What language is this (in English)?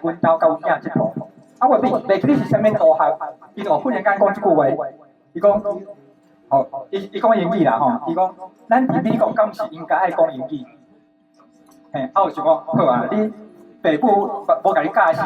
Min Nan Chinese